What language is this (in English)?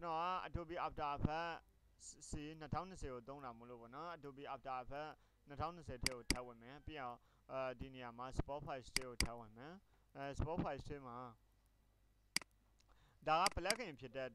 Burmese